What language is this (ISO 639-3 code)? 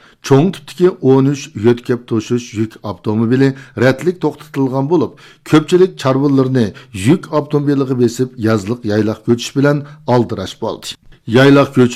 uig